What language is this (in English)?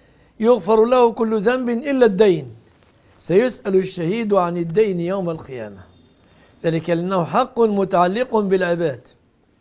Arabic